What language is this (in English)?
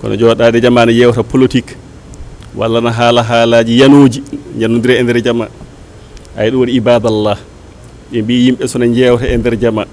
Fula